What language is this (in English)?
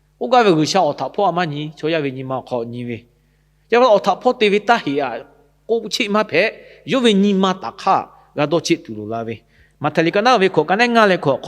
Lahu